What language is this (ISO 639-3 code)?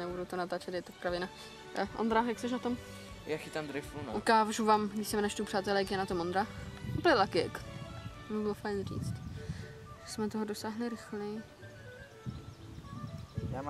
ces